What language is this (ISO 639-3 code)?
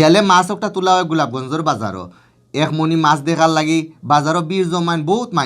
syl